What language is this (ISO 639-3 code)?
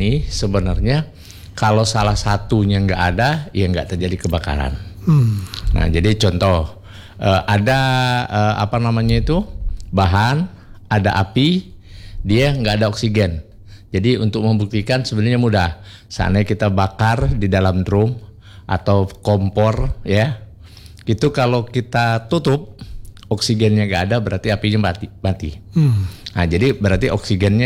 ind